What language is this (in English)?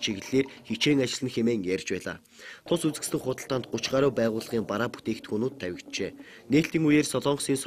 Mongolian